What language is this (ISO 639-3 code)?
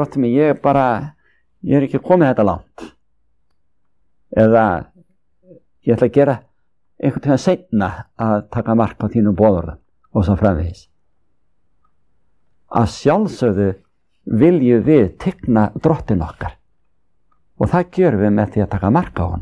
isl